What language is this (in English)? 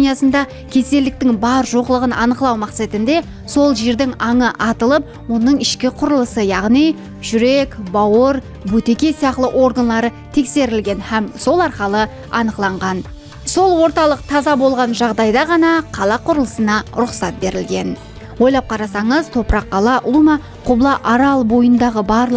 Kara-Kalpak